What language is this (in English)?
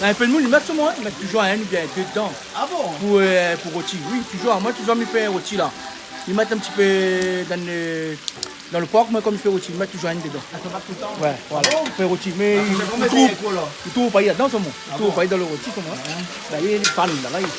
Réunion Creole French